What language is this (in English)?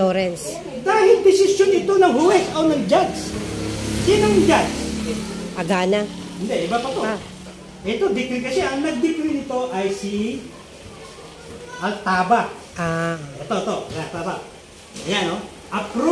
Filipino